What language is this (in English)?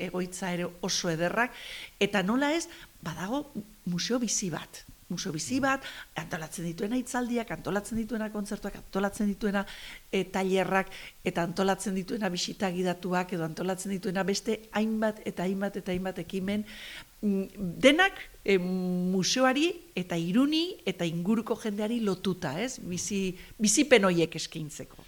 Basque